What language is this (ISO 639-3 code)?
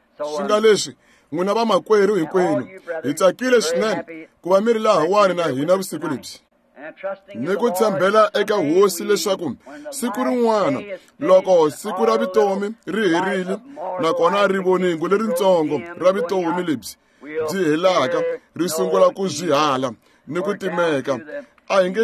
tso